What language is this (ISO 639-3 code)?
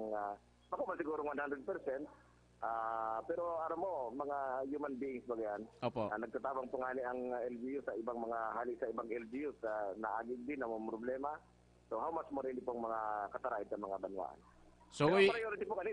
bik